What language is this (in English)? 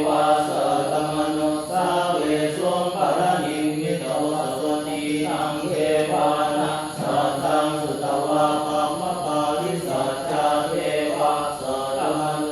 Pali